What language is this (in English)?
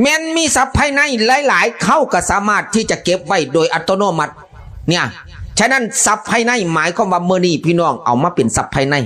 Northeastern Thai